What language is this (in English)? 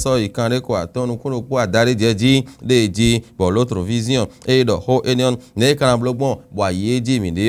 Fon